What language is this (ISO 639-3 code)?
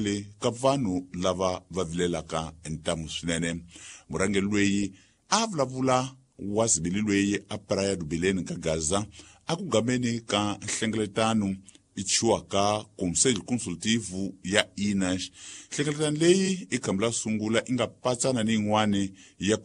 tso